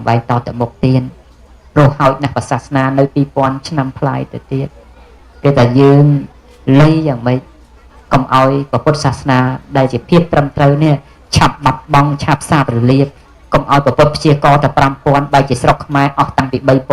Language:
Khmer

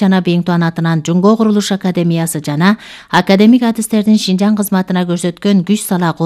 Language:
Kyrgyz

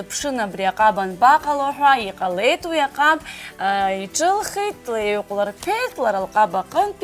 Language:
Abkhazian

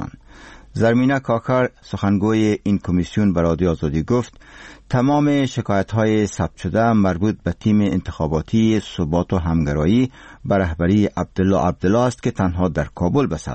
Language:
Persian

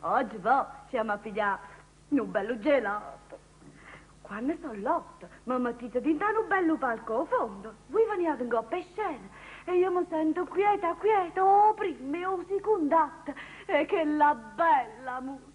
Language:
Neapolitan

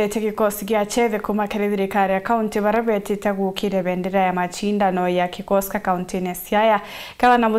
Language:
Meru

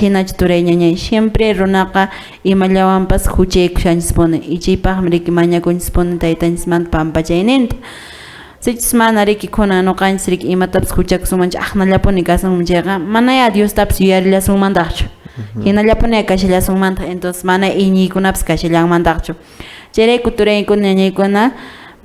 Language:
Quechua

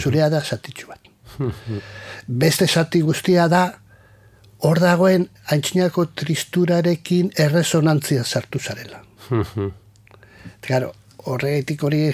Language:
Basque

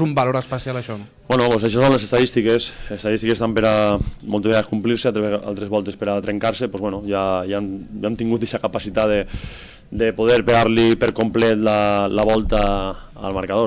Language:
Catalan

